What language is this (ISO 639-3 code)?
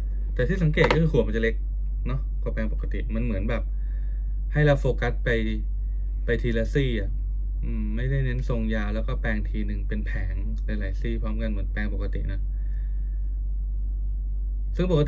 tha